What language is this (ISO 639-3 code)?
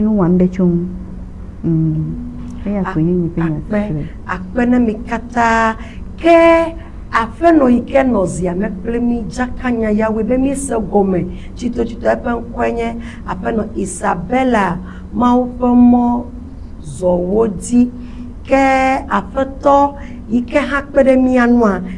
ewe